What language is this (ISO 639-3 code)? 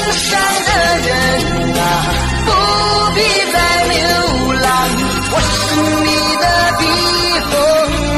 zho